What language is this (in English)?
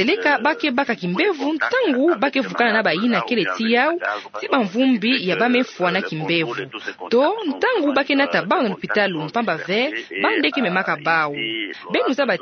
Kituba (Democratic Republic of Congo)